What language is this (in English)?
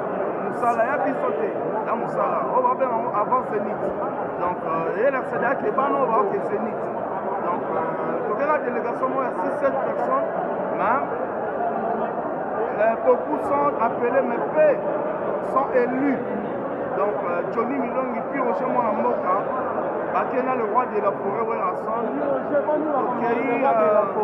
Lingala